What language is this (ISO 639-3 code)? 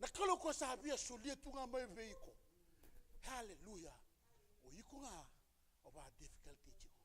fij